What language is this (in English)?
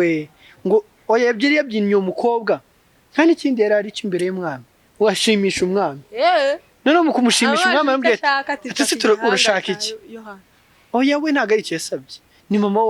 Kinyarwanda